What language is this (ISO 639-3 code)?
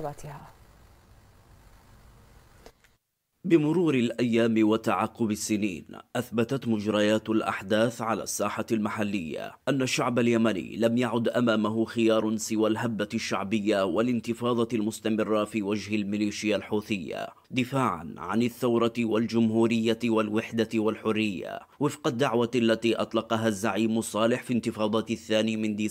ara